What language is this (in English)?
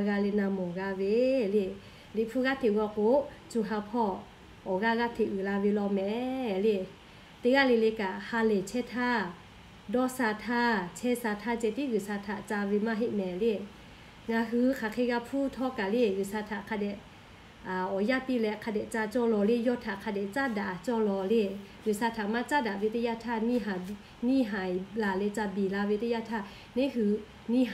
Lahu